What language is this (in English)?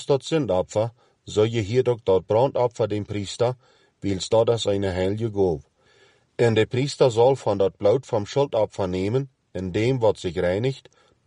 Plautdietsch